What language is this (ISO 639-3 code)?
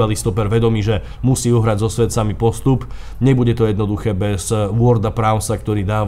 slk